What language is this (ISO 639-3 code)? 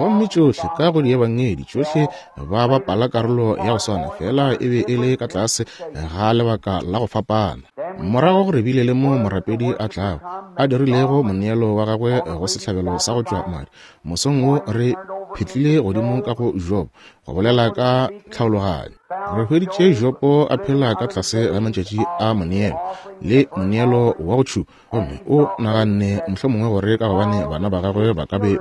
nso